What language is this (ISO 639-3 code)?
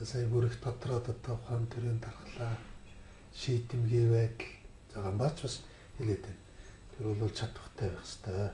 mon